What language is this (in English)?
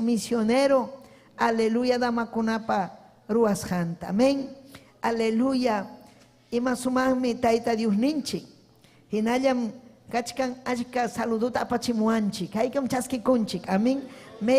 Ayacucho Quechua